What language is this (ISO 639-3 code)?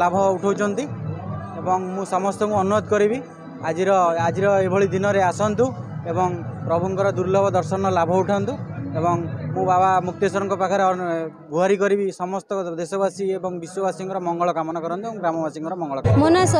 ori